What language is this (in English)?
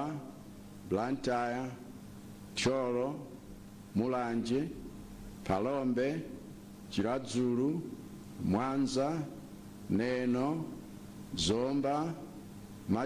Nyanja